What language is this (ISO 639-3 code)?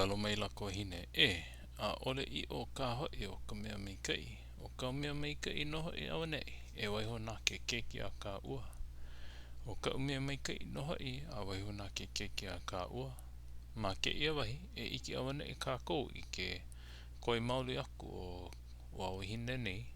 haw